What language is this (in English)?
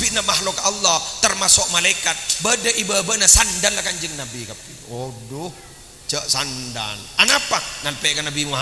Madurese